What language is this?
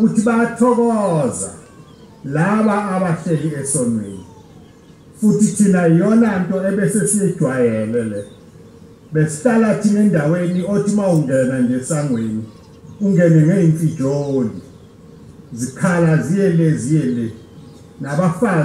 Zulu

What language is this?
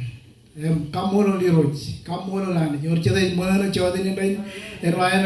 Marshallese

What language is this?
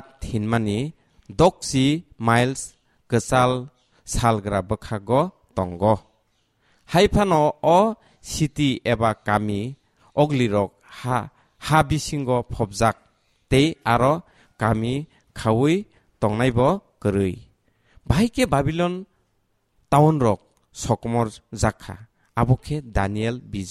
Kok Borok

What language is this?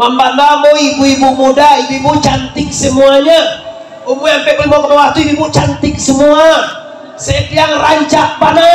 Minangkabau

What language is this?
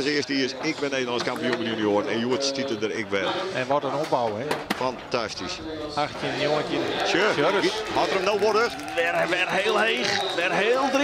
Western Frisian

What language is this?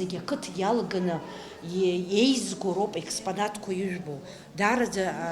Abkhazian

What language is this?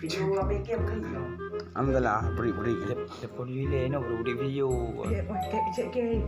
Achinese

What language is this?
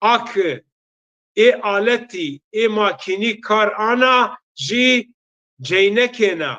Zaza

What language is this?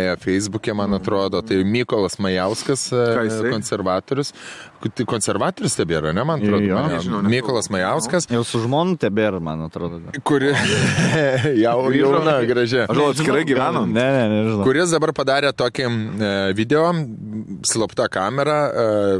Lithuanian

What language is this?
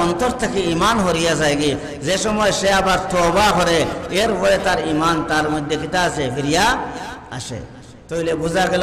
Sylheti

